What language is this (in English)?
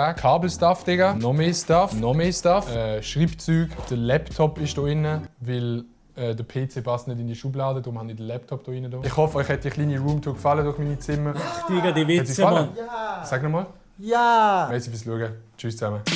Swiss German